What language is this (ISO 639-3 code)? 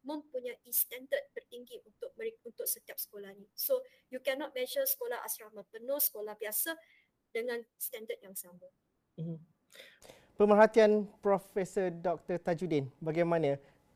msa